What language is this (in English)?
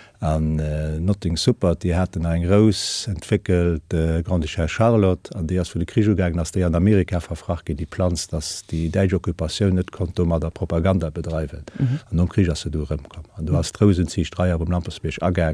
Luxembourgish